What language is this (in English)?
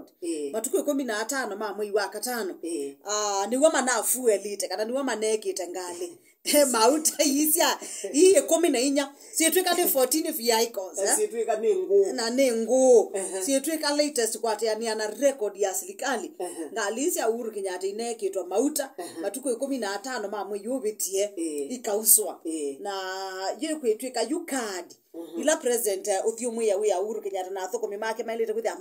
Kamba